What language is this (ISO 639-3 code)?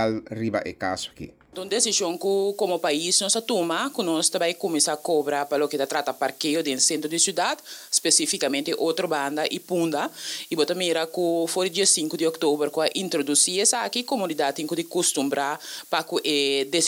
pap